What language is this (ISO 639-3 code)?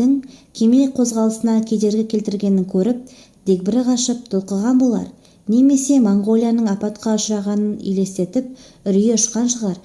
kaz